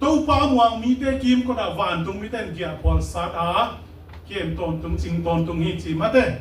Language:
Tedim Chin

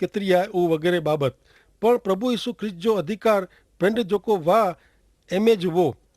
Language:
Kachhi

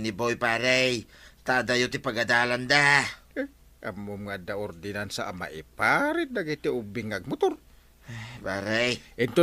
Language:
Iloko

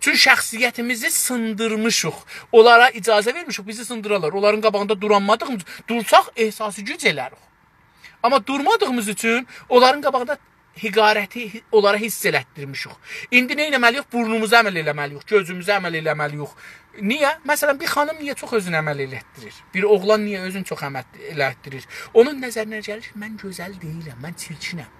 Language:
South Azerbaijani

